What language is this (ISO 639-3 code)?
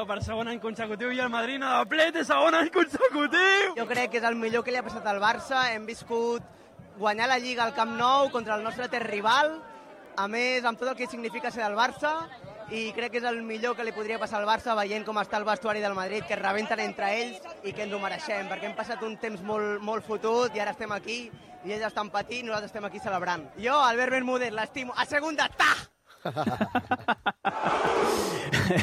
cat